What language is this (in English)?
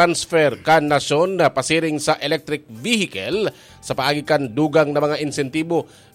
Bikol